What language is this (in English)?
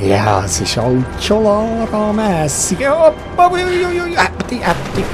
Swiss German